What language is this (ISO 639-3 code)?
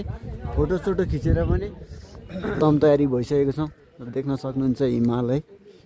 nep